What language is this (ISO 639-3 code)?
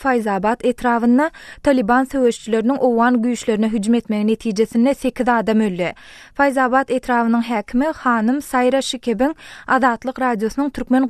tuk